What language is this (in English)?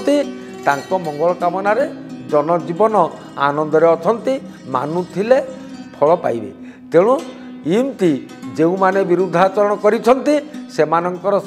Odia